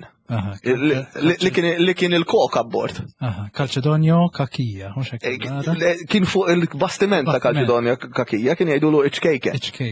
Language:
Maltese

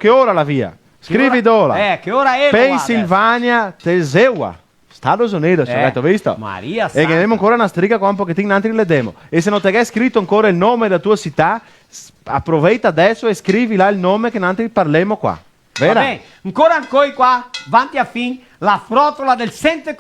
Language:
Venetian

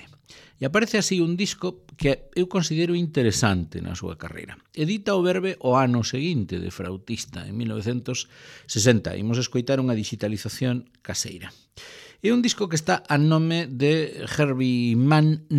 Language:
Galician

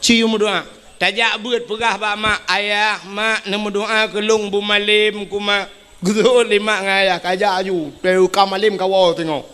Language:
Achinese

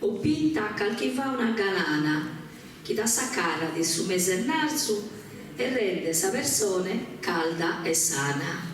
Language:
Sardinian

